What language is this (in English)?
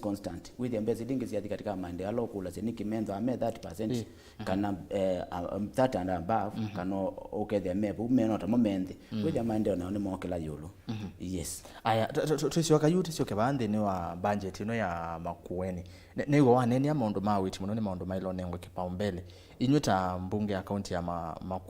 Kamba